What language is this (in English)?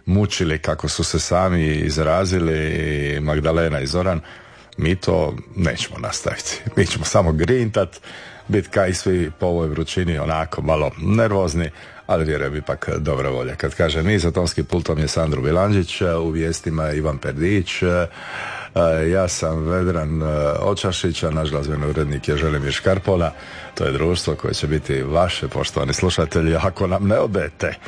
Croatian